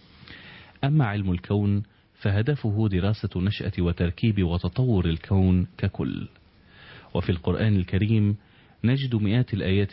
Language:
Arabic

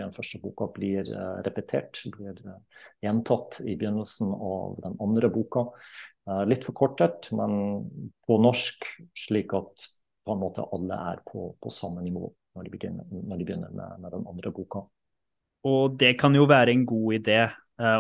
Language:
Norwegian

